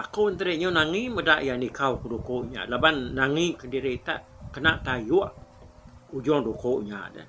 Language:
Iban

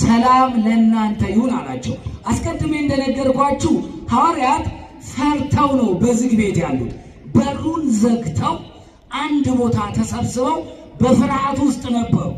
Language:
Amharic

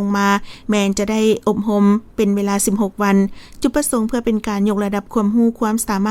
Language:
Lao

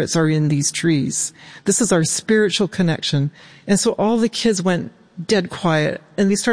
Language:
English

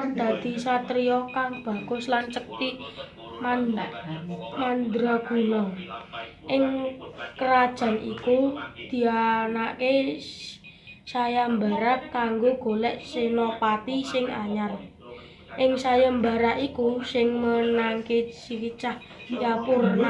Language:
Javanese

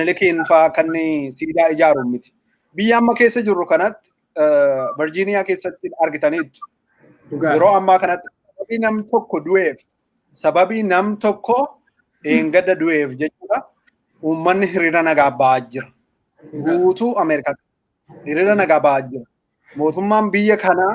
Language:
Oromo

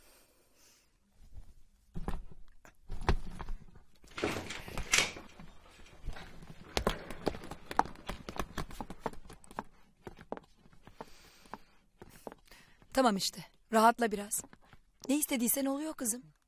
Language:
Turkish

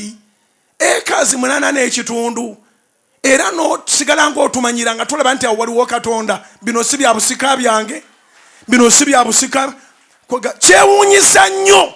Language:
Ganda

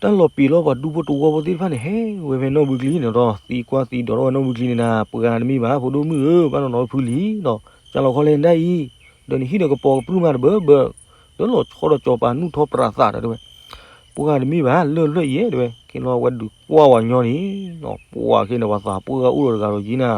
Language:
S'gaw Karen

